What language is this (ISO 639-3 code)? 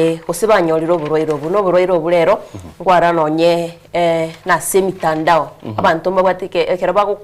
guz